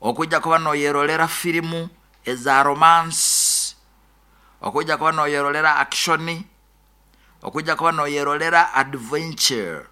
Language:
Nyoro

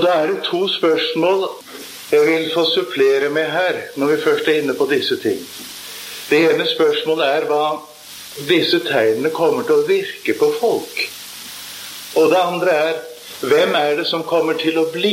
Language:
Norwegian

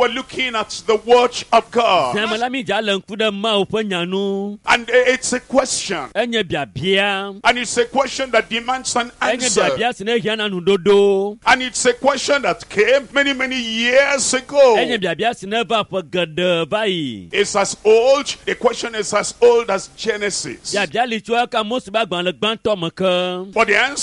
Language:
Ewe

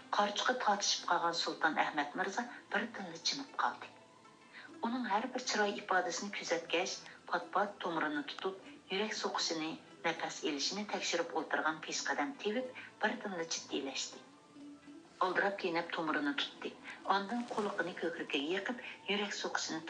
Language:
Uyghur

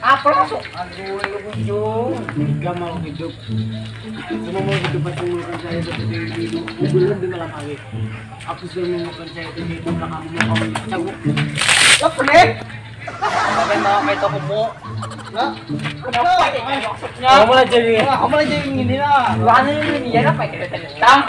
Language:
Banjar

